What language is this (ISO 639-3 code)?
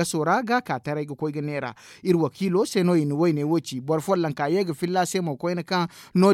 dje